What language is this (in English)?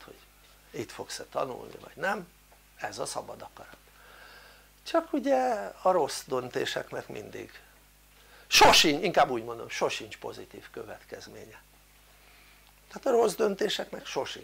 Hungarian